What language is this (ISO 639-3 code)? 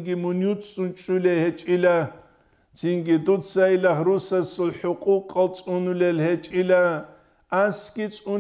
ava